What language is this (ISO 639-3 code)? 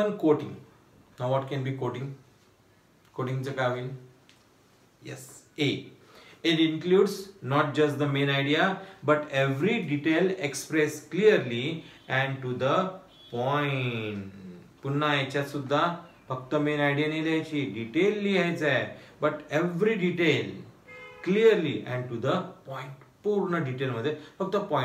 mar